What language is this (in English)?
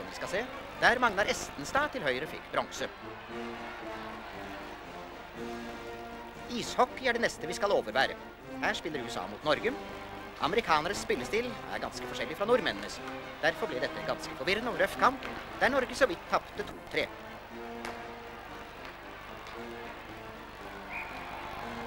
Norwegian